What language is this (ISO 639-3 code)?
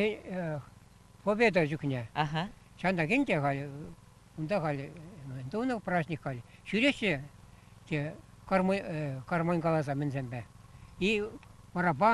chv